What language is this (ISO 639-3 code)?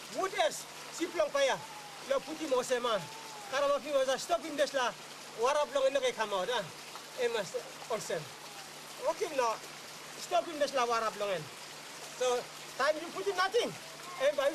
tpi